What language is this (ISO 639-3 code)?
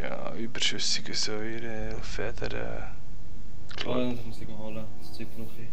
gsw